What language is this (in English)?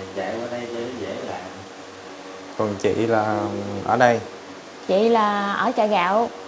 Vietnamese